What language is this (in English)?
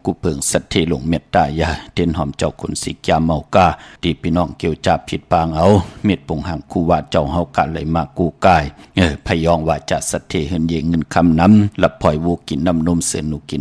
Shan